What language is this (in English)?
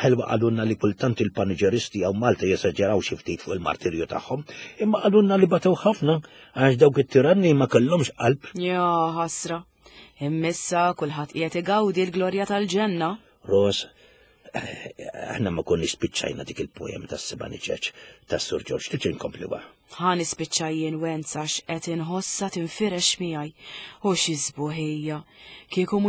Maltese